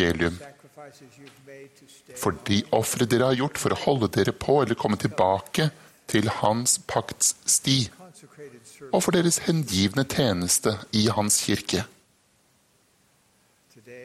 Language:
Norwegian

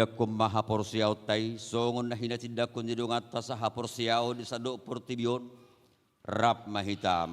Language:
Batak Toba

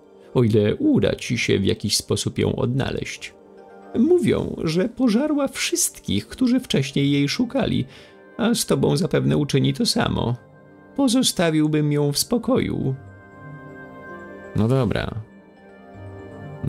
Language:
Polish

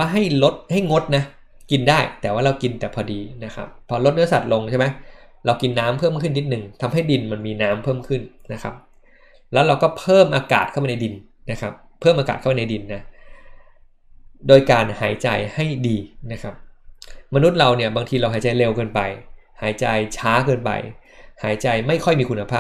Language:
Thai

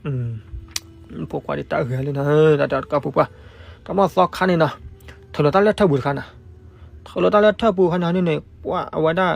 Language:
S'gaw Karen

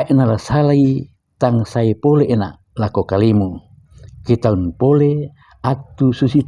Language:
Toraja-Sa'dan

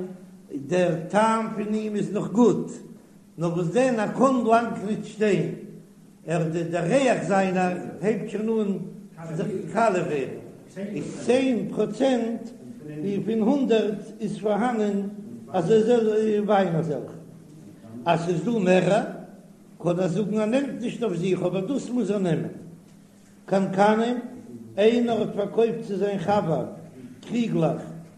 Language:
Yiddish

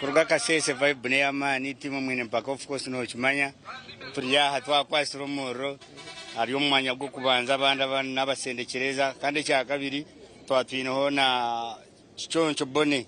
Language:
Nyankole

